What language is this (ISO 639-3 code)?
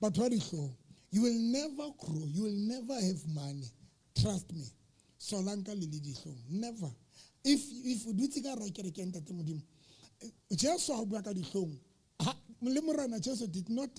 sot